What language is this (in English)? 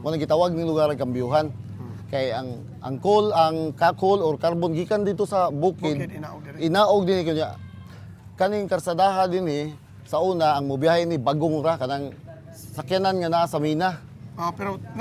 Cebuano